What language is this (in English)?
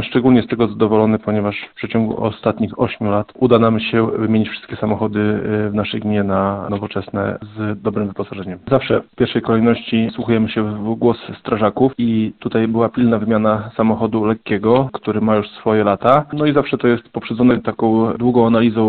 Polish